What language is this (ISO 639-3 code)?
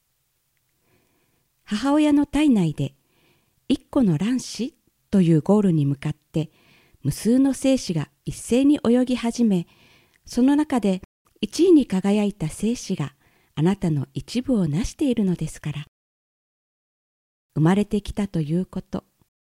jpn